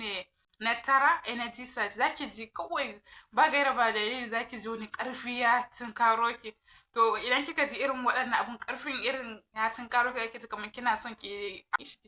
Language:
Hausa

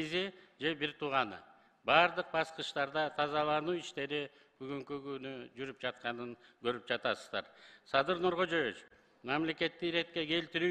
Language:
Kyrgyz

